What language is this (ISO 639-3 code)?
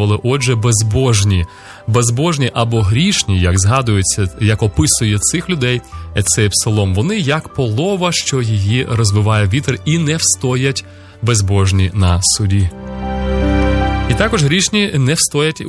ukr